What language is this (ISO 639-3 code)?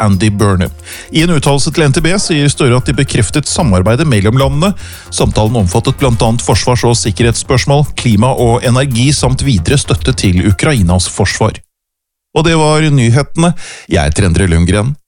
nor